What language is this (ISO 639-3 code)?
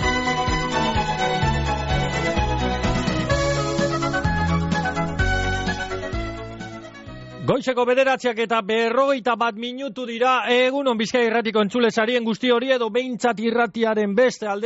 eus